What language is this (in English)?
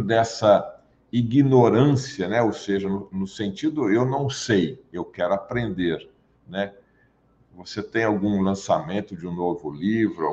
Portuguese